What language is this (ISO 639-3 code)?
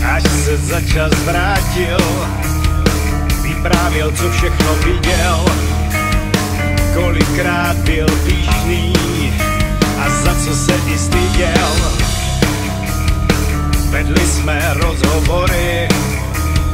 ces